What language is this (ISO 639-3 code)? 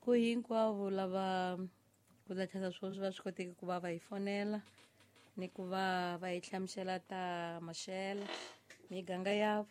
tso